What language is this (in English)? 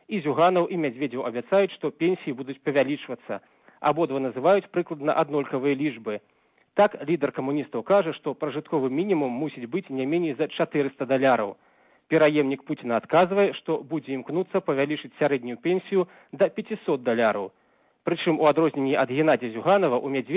Belarusian